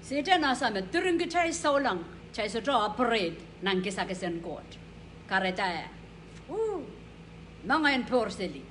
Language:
Pohnpeian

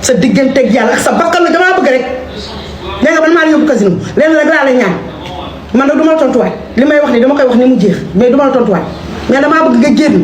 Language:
Wolof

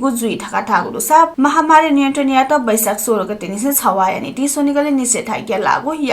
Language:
Newari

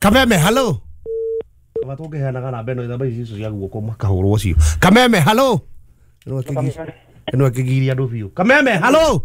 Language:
Kikuyu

